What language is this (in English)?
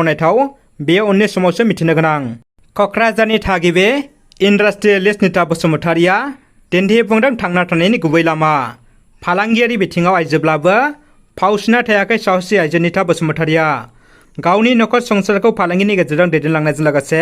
Bodo